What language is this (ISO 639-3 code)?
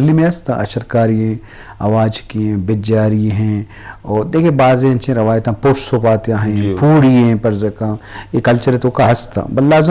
bgp